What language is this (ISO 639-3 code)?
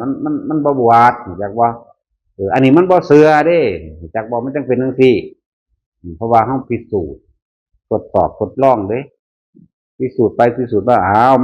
tts